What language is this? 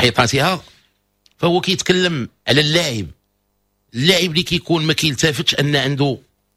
Moroccan Arabic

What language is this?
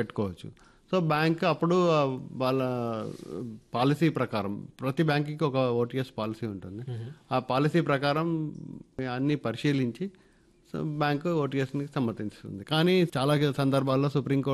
Telugu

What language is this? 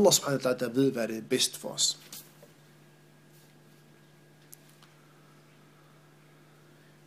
Danish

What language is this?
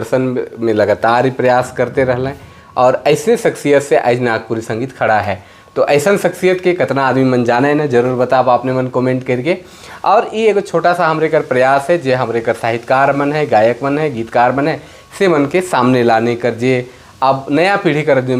Sadri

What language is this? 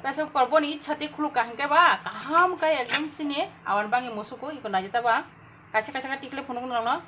Kok Borok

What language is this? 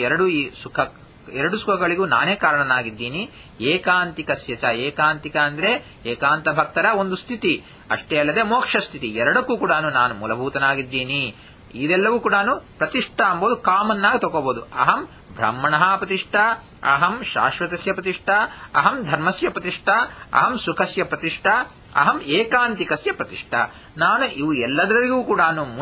Kannada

